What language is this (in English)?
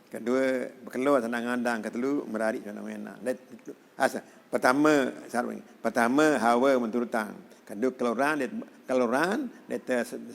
Sasak